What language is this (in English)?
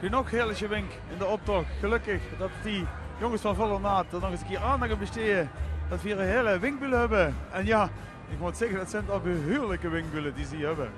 Limburgish